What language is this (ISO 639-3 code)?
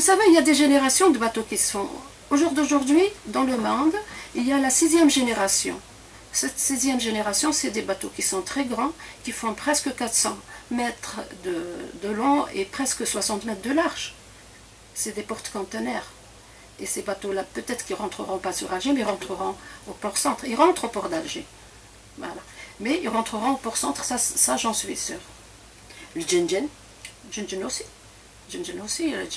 fra